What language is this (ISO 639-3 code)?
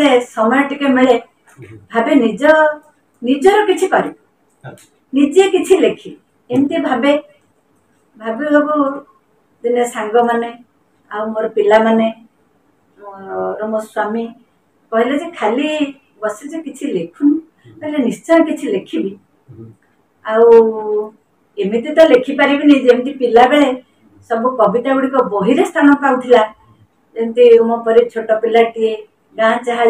ori